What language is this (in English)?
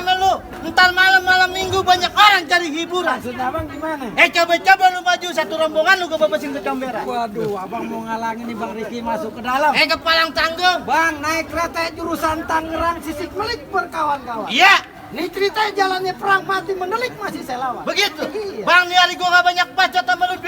Betawi